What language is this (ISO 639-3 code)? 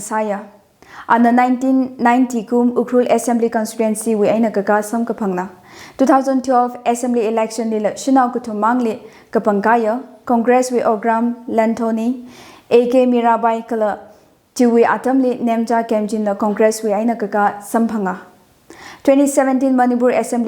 nmf